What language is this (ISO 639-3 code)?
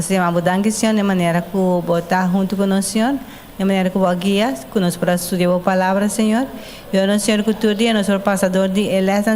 pap